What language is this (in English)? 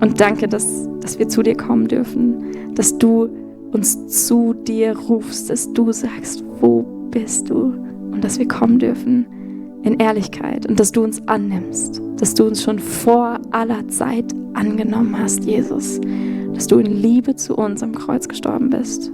Swiss German